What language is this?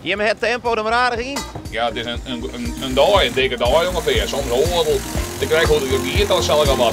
Western Frisian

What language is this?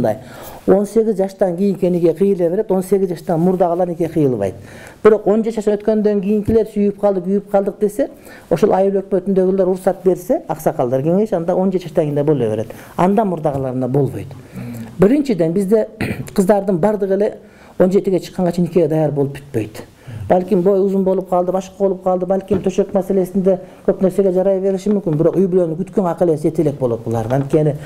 Kyrgyz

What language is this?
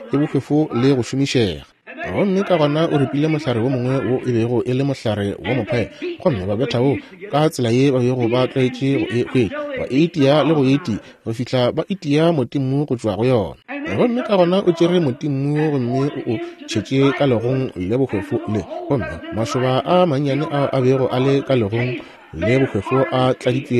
Northern Sotho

